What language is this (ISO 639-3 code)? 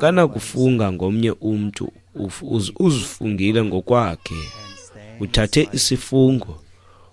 xho